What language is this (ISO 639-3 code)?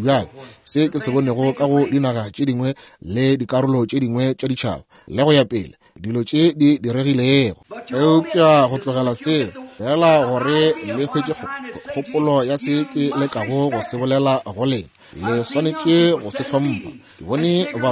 nso